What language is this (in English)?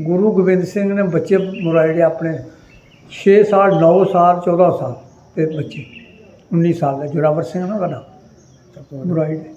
Dogri